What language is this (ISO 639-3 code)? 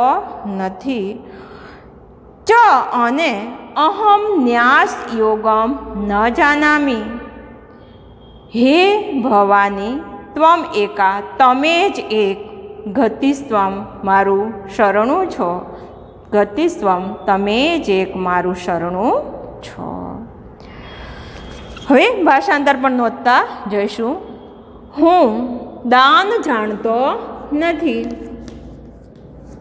guj